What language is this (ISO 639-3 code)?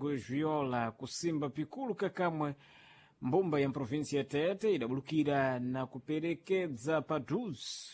seh